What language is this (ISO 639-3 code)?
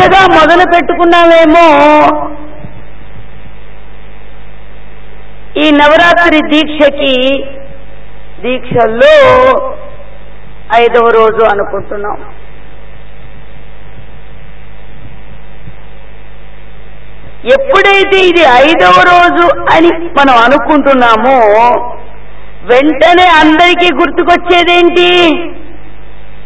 tel